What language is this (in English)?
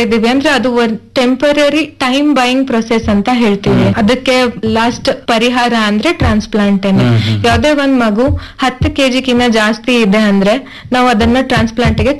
Kannada